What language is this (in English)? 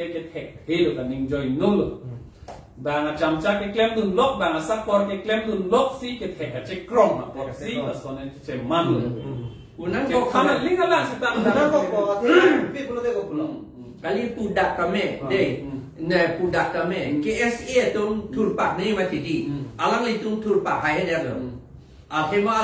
Karbi